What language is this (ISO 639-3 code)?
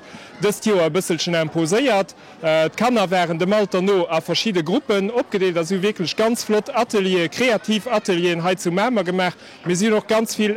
ltz